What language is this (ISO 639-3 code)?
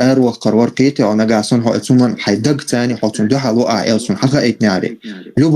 che